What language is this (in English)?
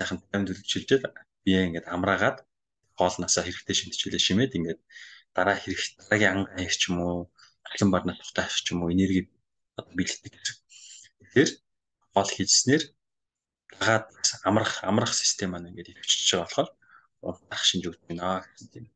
Mongolian